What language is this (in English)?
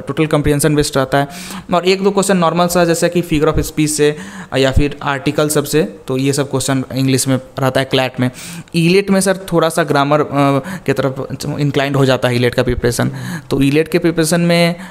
Hindi